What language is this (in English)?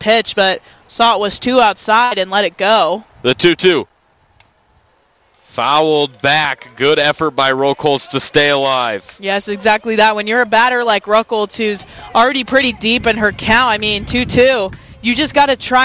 English